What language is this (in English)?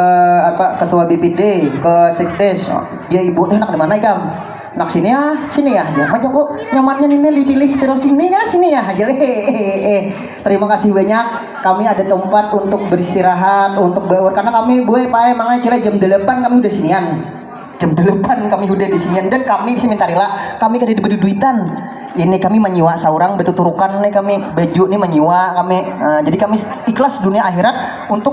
Banjar